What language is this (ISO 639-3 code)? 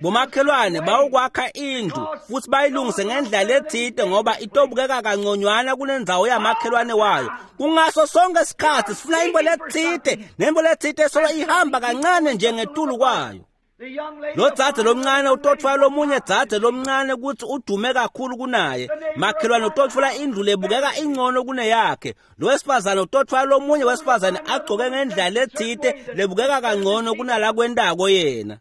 ssw